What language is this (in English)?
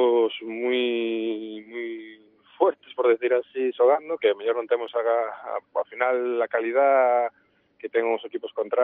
Galician